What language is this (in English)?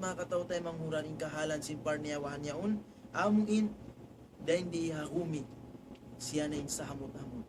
Tausug